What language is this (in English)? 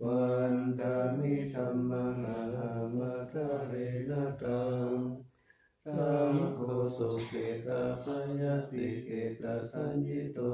Pali